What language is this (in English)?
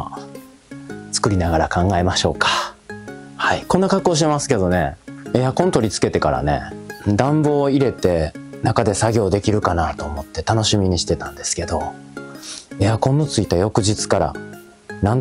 Japanese